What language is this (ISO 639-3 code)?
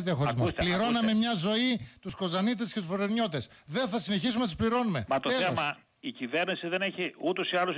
ell